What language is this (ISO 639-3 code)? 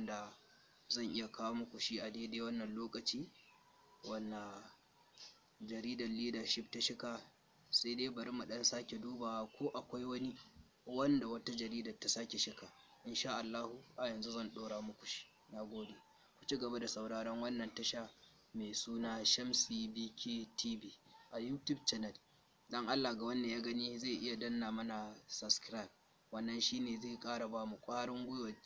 hau